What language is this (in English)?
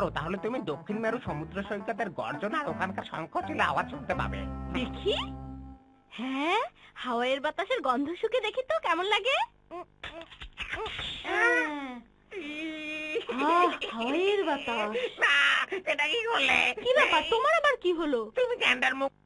Bangla